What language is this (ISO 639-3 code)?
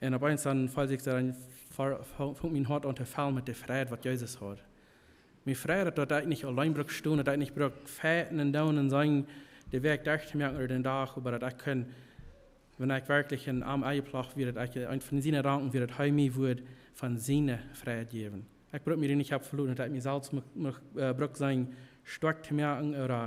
pdt